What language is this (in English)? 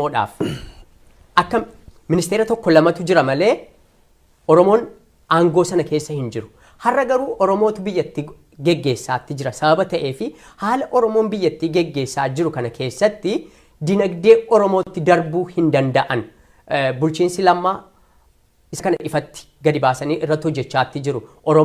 Oromo